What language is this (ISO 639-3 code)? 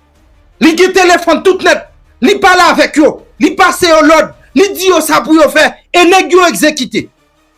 hat